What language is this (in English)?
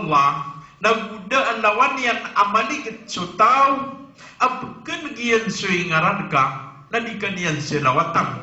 Maranao